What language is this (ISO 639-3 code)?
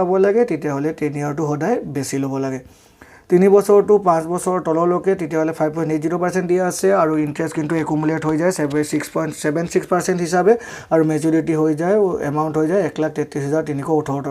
asm